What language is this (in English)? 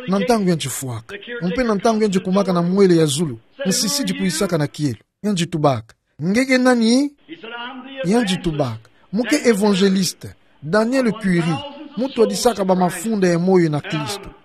Kituba (Democratic Republic of Congo)